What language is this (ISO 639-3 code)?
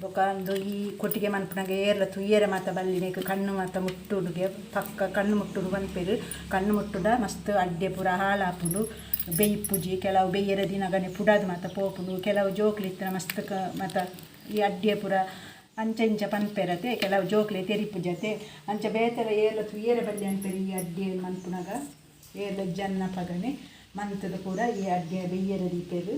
tcy